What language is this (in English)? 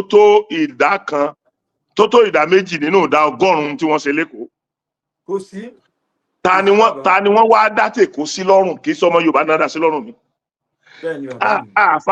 Yoruba